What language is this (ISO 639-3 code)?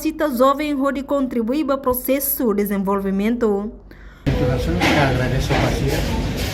tet